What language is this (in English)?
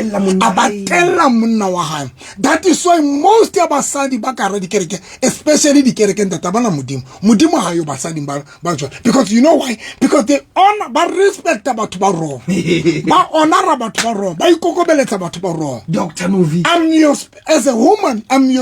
Southern Sotho